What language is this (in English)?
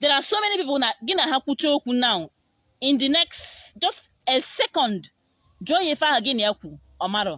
Igbo